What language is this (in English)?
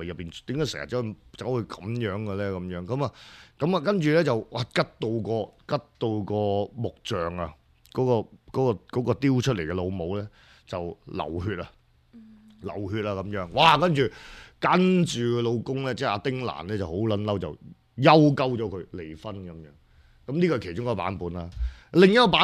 Cantonese